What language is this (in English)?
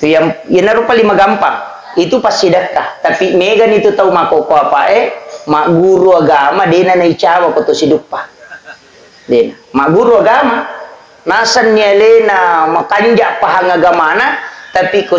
Buginese